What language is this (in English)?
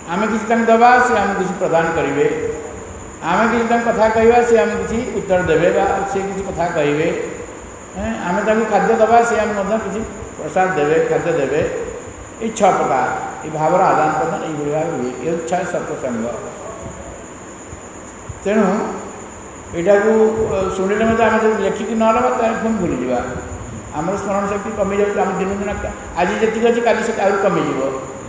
Odia